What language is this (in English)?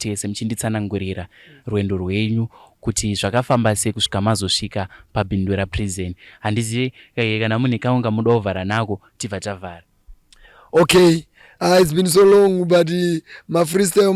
Shona